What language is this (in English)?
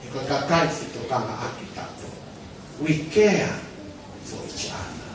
Tongan